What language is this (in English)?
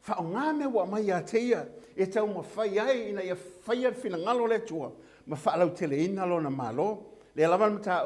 Samoan